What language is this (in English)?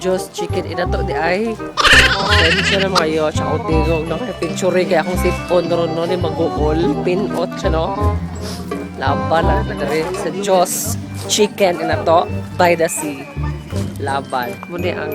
Cebuano